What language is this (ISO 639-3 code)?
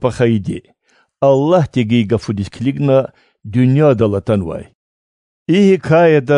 lez